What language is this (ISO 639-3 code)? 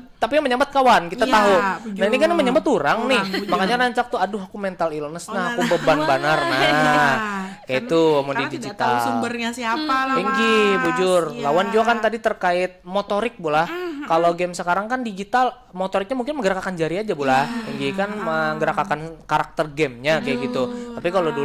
bjn